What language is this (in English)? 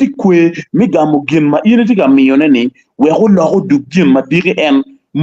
Acoli